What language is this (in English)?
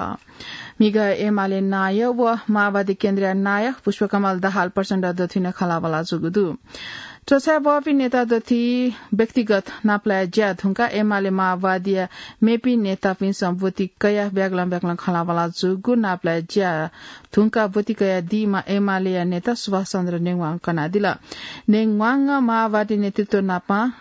Newari